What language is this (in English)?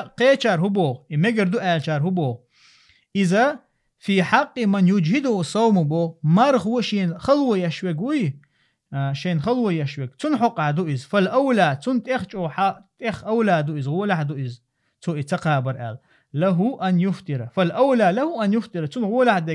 Chechen